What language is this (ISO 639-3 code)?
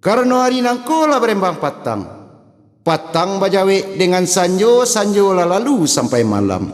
min